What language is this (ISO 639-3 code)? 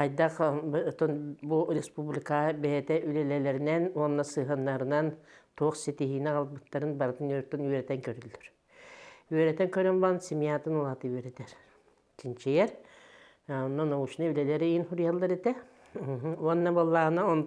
sah